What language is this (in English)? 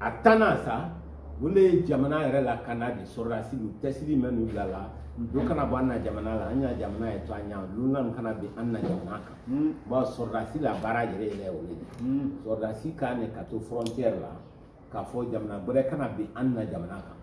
Bambara